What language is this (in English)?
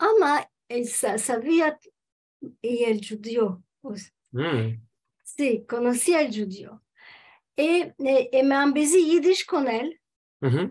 Ladino